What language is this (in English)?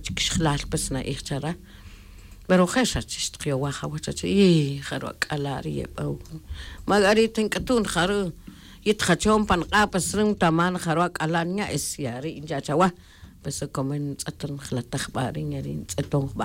Tz'utujil